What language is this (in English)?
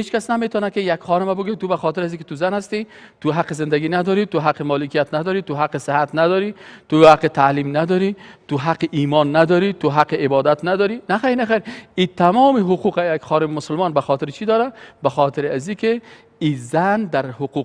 Persian